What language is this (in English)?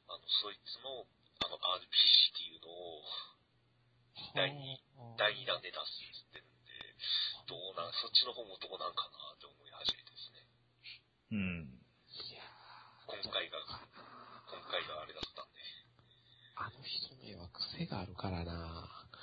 Japanese